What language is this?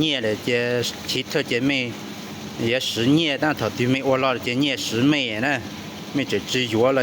Hmong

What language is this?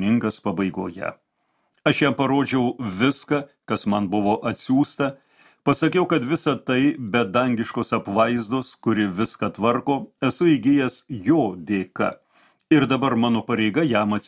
Lithuanian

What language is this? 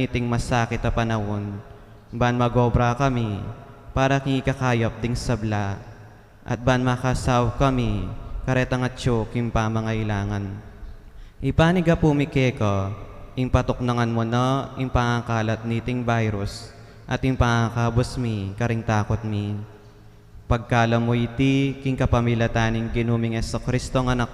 Pampanga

